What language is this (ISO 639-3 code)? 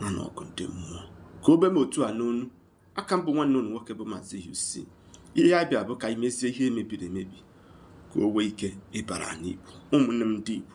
ibo